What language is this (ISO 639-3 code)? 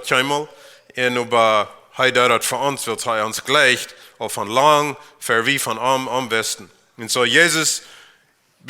pdt